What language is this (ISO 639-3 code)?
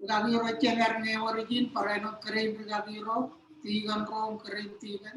mah